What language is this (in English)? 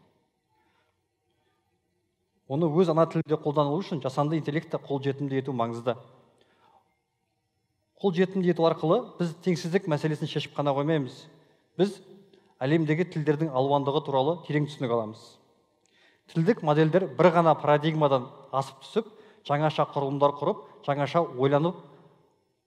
Kazakh